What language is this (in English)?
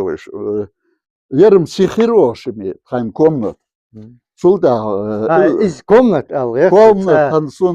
Chechen